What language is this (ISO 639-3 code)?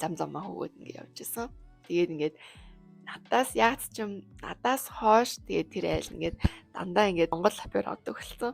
mon